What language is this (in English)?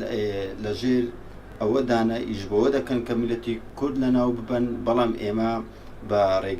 Central Kurdish